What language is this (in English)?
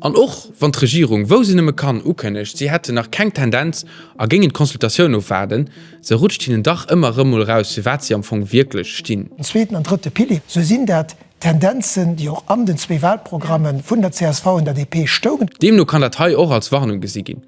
Luxembourgish